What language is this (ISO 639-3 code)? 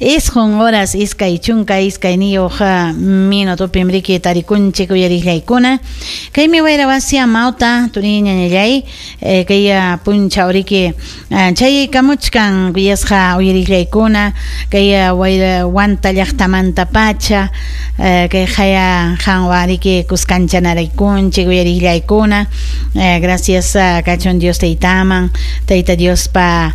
quy